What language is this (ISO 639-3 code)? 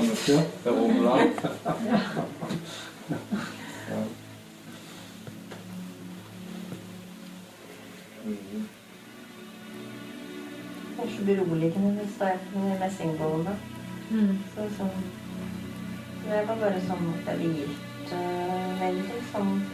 nor